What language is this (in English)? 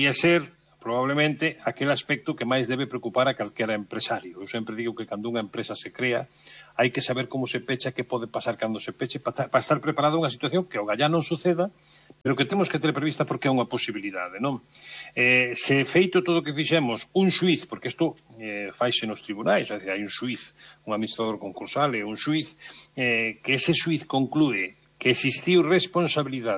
Galician